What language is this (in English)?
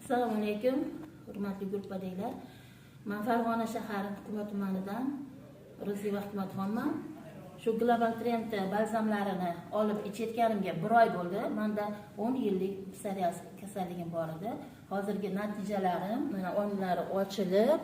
Uzbek